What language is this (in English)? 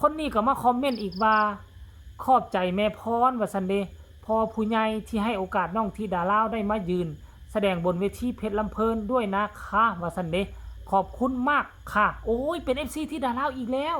Northeastern Thai